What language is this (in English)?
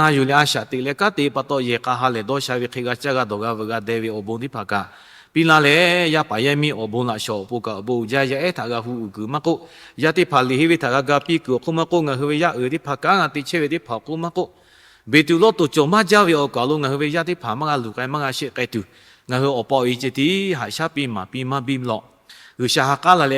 Lahu